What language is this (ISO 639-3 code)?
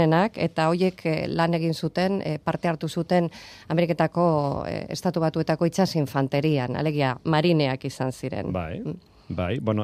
eus